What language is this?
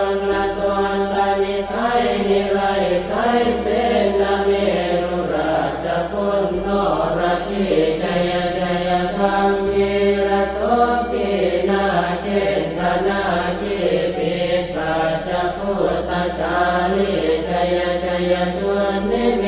Pali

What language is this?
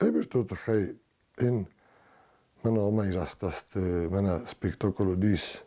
Ossetic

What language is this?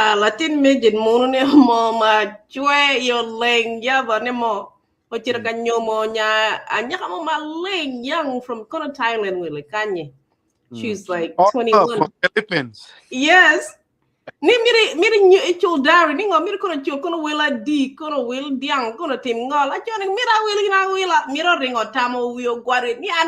Acoli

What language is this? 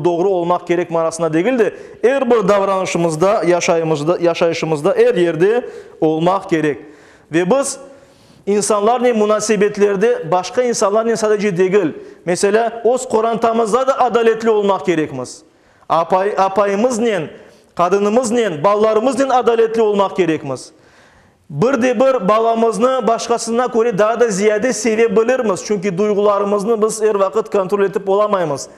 Crimean Tatar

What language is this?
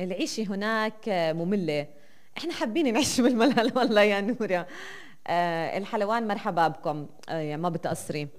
North Levantine Arabic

